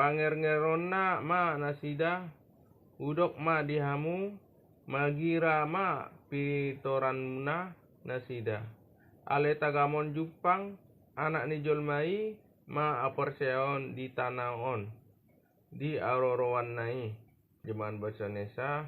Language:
Batak Toba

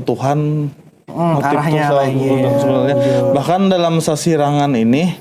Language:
Banjar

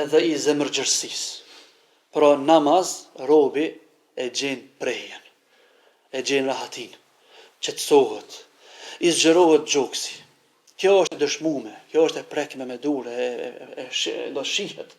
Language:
Albanian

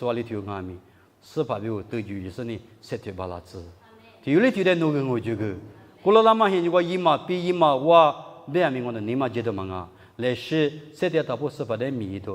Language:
Lisu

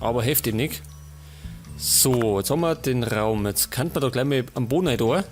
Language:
Bavarian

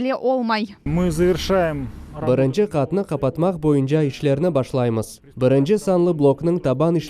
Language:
Crimean Tatar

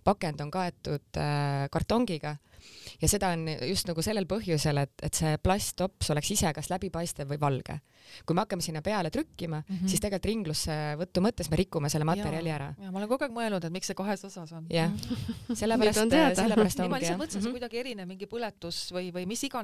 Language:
Estonian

